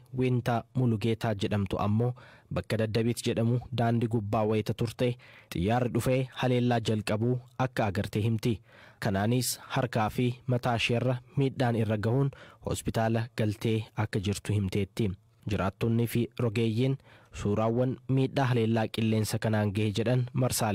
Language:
Oromo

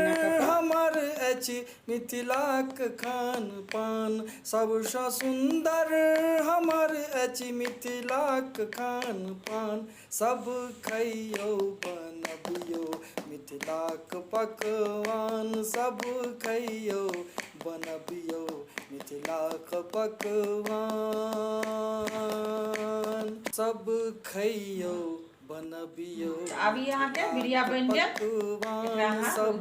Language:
Maithili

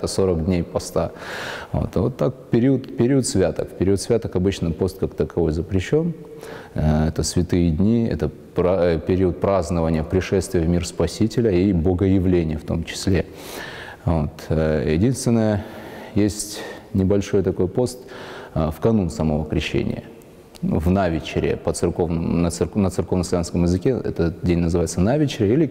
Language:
Russian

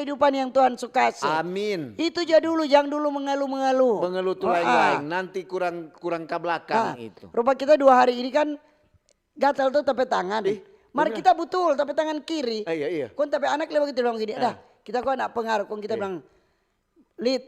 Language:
Manado Malay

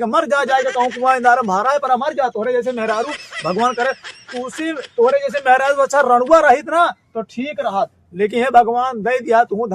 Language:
Awadhi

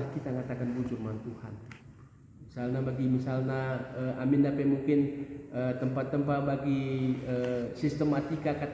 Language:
Batak Karo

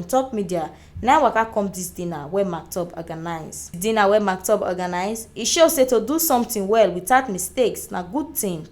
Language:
Nigerian Pidgin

